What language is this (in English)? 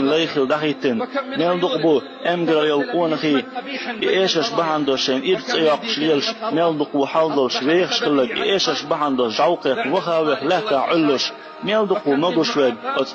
Chechen